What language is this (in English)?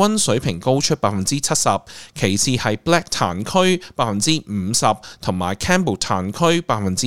Cantonese